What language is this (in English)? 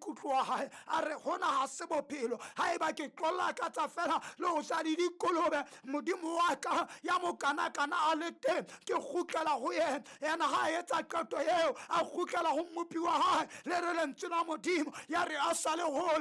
Southern Sotho